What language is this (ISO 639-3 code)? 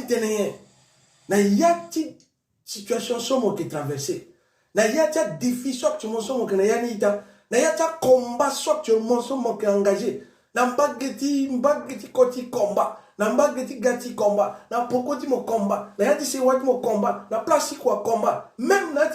sag